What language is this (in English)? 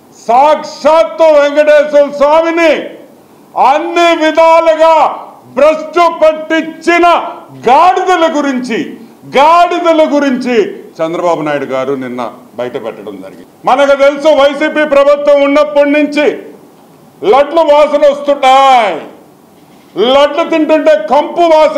Telugu